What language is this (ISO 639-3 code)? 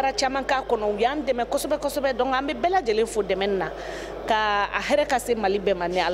bam